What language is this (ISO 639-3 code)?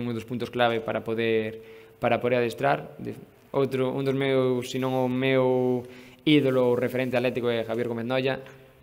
glg